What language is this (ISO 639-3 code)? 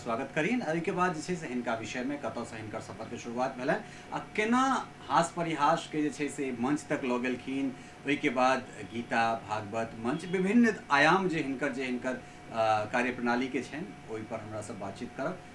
mai